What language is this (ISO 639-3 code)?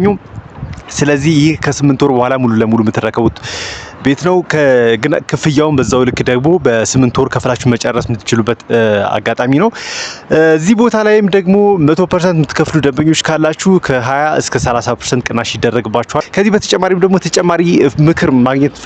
amh